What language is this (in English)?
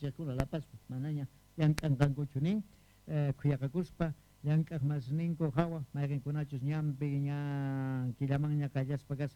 South Bolivian Quechua